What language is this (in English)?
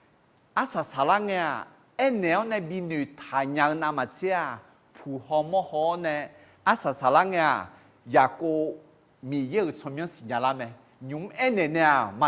Akha